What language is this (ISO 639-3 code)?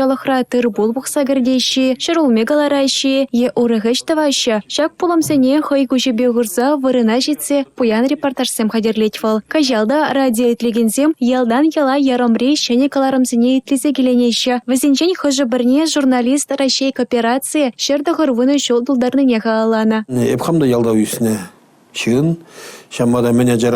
chv